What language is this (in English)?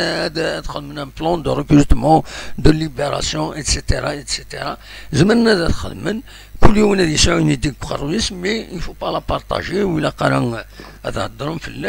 Kabyle